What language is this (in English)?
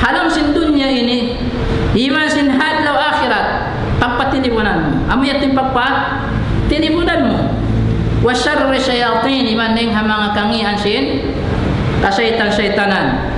Tausug